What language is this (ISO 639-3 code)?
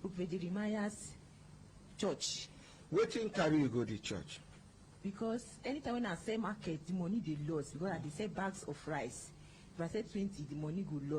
pcm